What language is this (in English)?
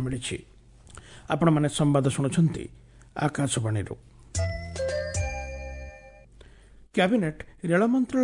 Odia